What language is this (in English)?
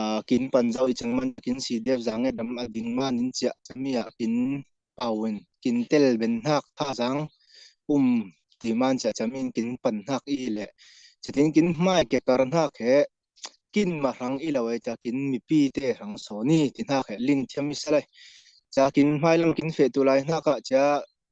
Falam Chin